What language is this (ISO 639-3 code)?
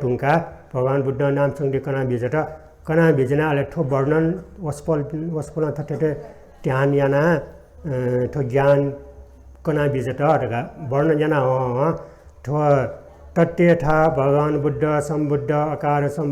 new